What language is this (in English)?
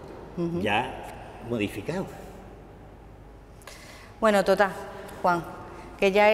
Spanish